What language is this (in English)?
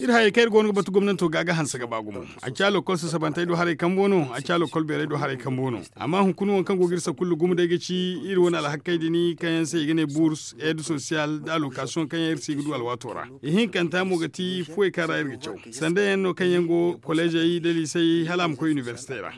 Zarma